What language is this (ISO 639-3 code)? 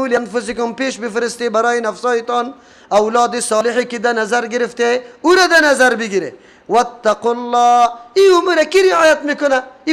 fas